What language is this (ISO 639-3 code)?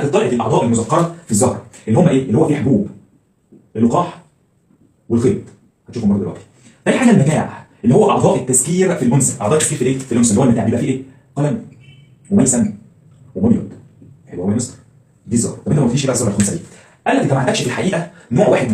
arz